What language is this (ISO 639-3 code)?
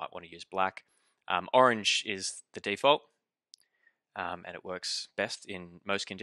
eng